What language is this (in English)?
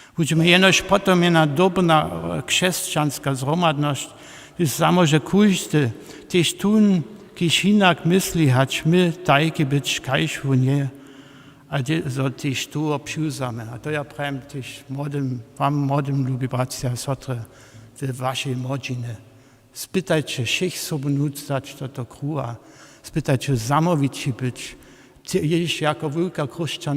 Upper Sorbian